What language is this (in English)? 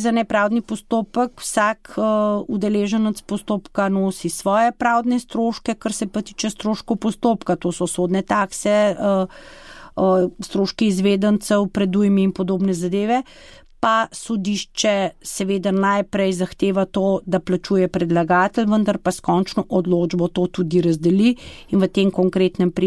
Slovenian